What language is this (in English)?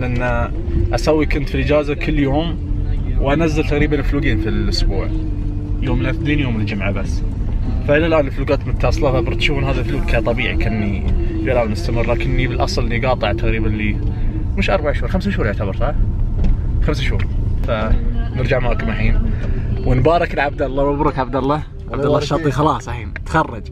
Najdi Arabic